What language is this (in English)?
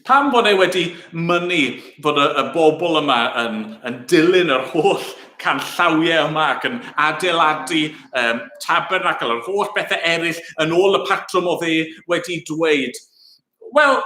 Welsh